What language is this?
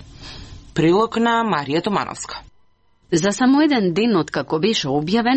Macedonian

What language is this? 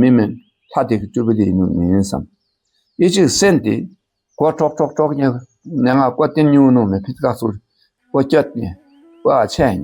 Dakpakha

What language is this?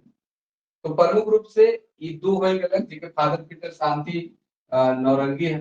Sadri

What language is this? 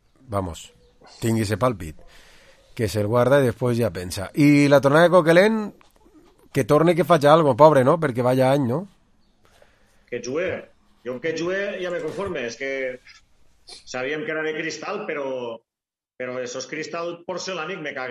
Catalan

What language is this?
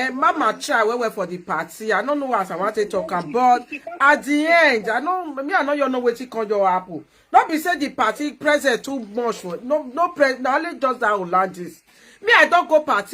Nigerian Pidgin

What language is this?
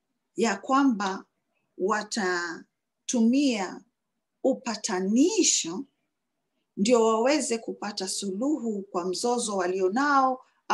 Swahili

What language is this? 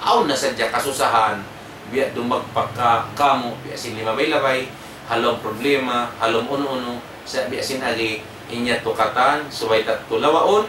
Tausug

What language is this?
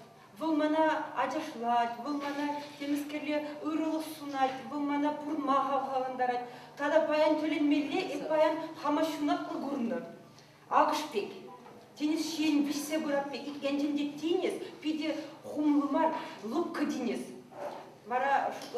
Chuvash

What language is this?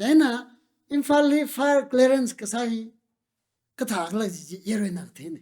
Tangkhul Naga (India)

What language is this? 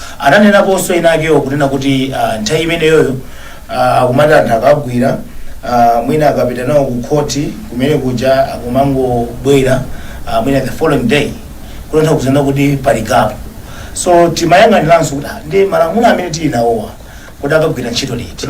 Nyanja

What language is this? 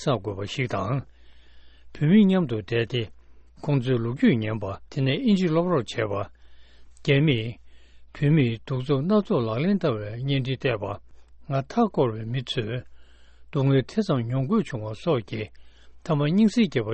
Tibetan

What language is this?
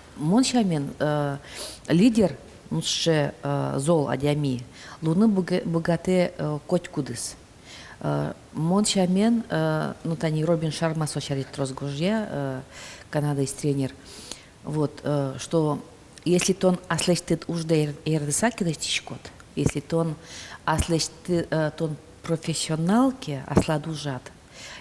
Udmurt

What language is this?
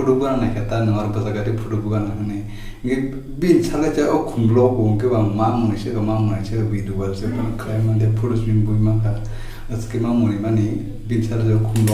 Kok Borok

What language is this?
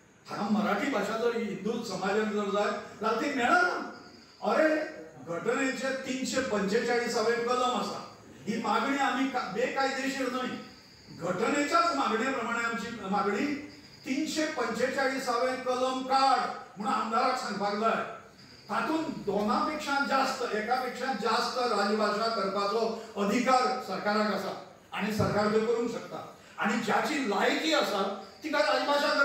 Konkani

